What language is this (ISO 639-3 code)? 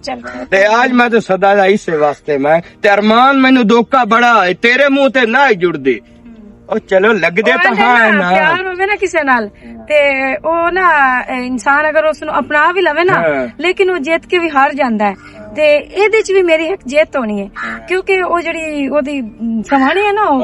lah